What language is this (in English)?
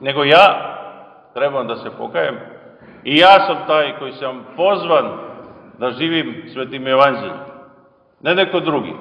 Serbian